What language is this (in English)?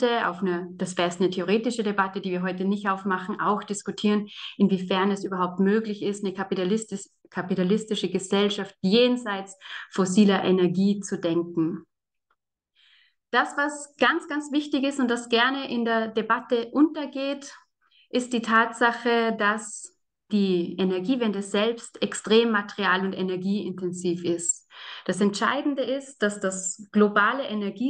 German